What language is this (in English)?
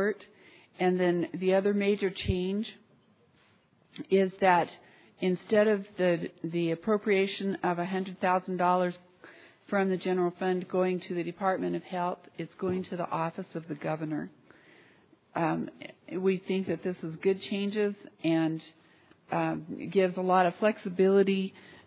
English